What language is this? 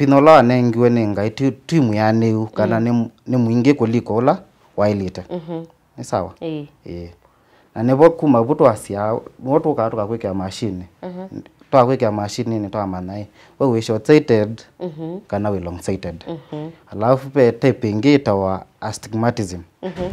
Kamba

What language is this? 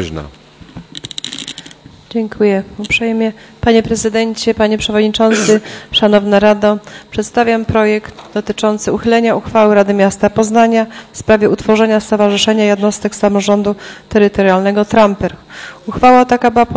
Polish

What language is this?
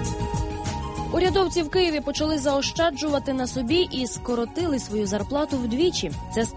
Ukrainian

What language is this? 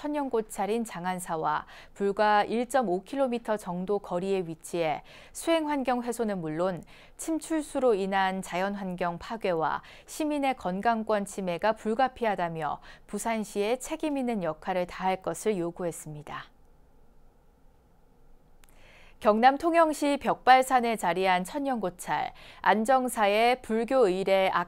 Korean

